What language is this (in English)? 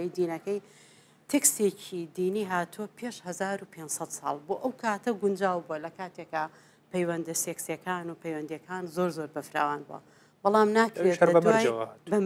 Central Kurdish